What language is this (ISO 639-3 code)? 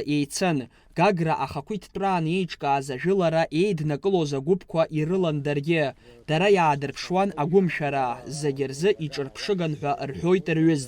abk